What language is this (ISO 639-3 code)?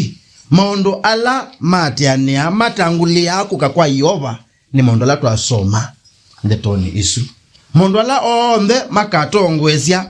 kam